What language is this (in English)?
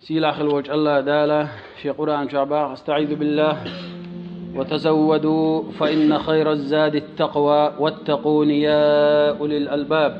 Chechen